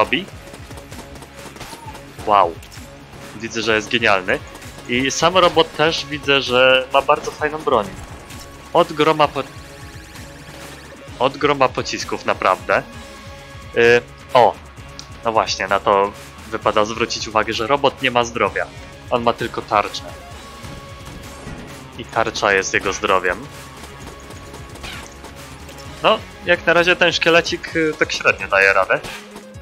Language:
Polish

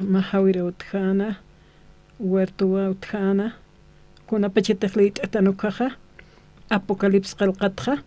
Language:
Aymara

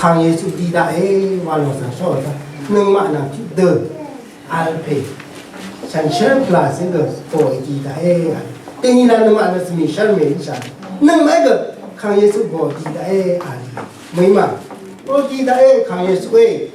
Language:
Rawang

